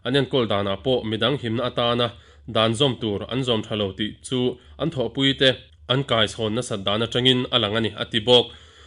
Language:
Mizo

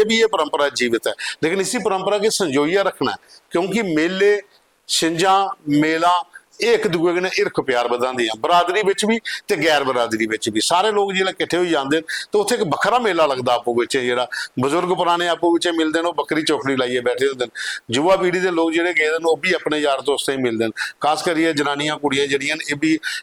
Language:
Dogri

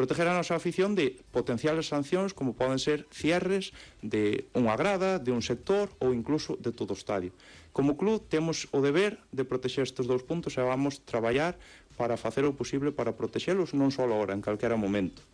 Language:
Galician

